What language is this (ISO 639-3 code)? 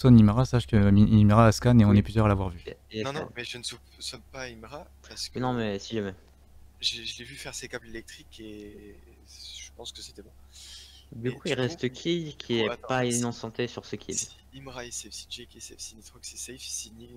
fra